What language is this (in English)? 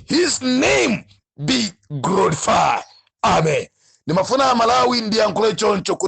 Nyanja